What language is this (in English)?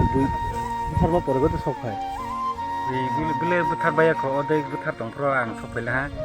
Kok Borok